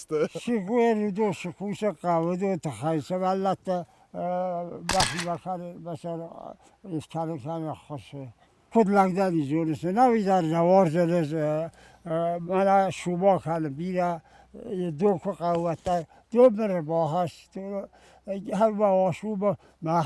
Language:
Ossetic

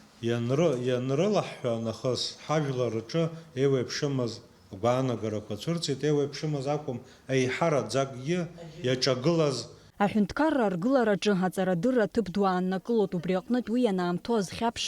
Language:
Abkhazian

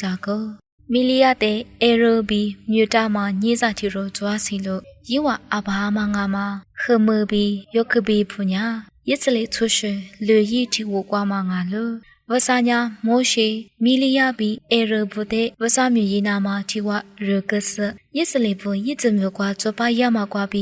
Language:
Lisu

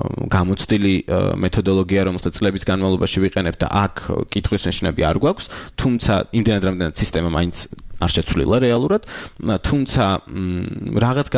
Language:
Georgian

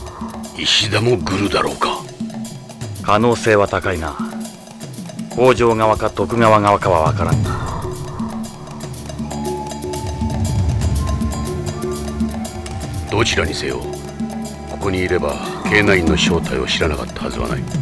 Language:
Japanese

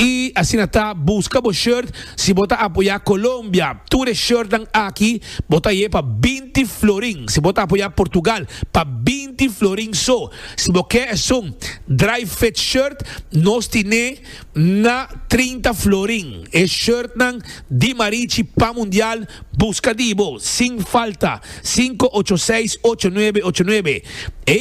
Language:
Papiamento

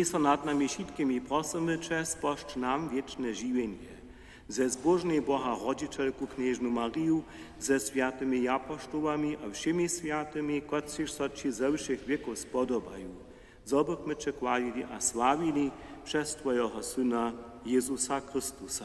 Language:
Upper Sorbian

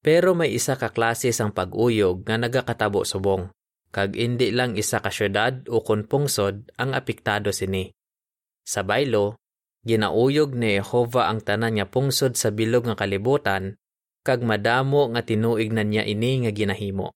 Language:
Hiligaynon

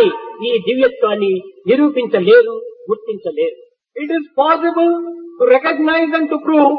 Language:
Telugu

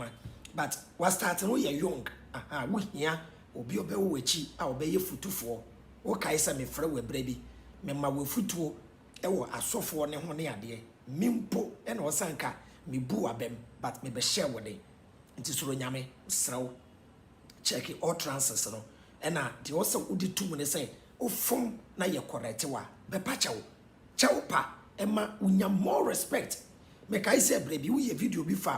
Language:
Akan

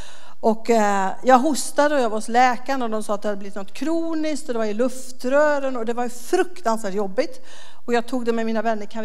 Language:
Swedish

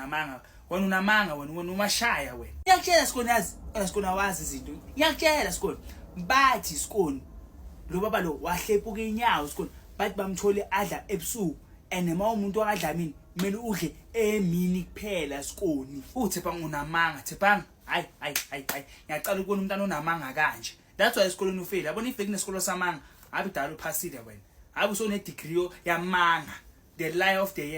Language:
Zulu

